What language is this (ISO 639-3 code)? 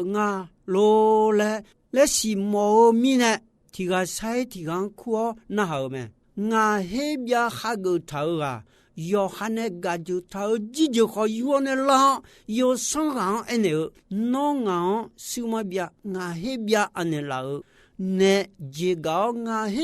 ahk